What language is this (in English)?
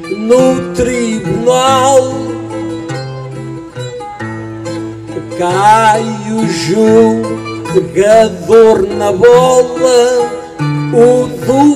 Portuguese